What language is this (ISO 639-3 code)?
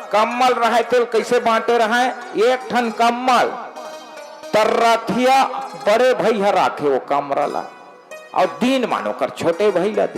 hne